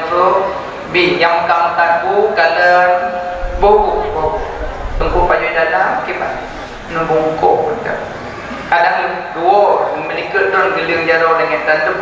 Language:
Achinese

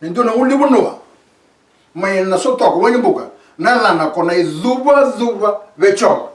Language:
Fijian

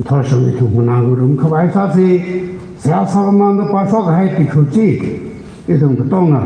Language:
Tangkhul Naga (India)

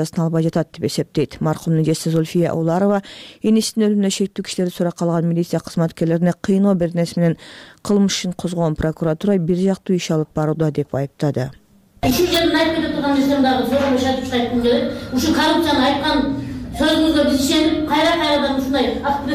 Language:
Kyrgyz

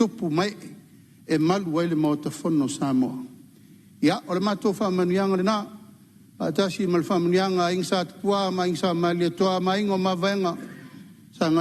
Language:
Samoan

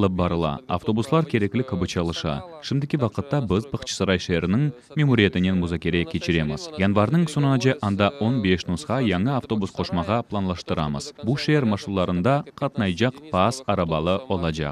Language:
Crimean Tatar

